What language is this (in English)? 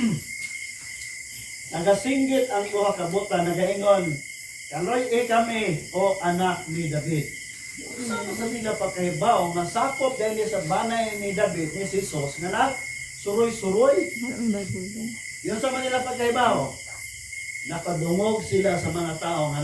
Cebuano